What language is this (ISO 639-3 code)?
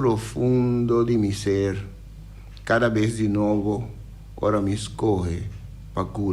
pap